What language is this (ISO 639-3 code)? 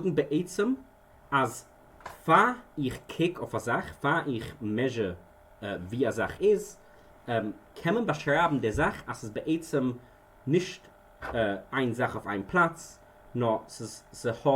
yid